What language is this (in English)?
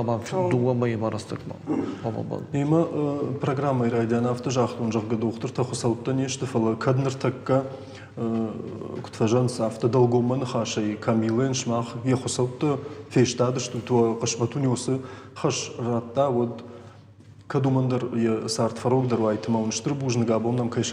Ossetic